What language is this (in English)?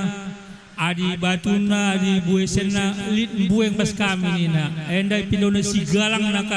Batak Karo